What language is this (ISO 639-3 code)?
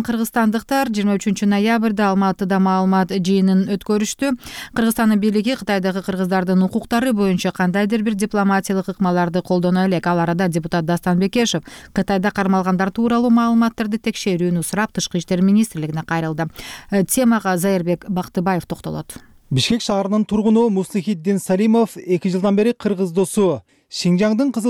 kir